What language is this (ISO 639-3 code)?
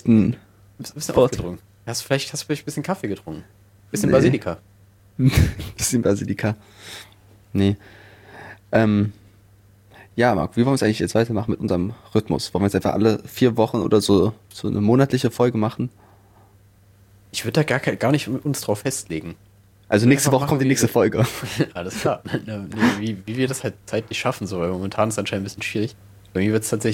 deu